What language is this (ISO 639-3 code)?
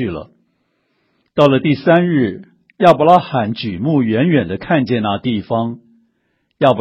zho